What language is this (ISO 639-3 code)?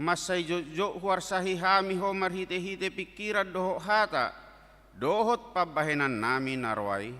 bbc